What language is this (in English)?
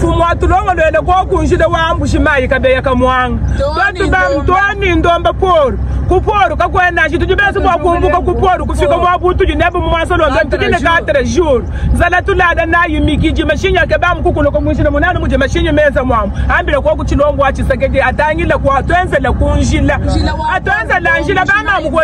Luba-Lulua